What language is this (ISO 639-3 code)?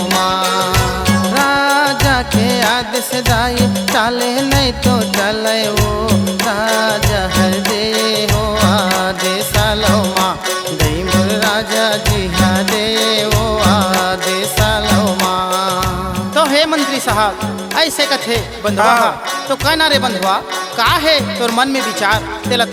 hne